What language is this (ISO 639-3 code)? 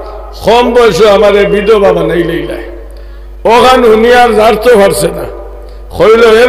syl